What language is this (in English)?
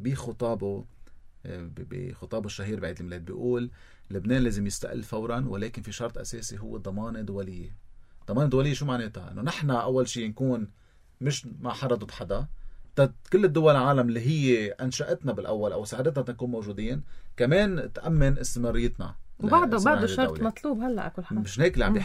North Levantine Arabic